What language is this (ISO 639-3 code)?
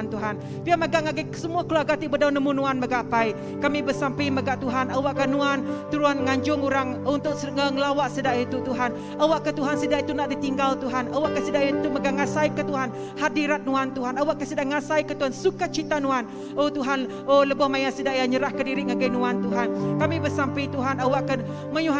iba